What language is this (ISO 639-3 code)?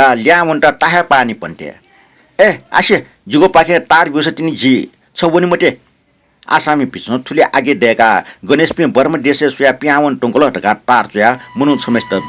new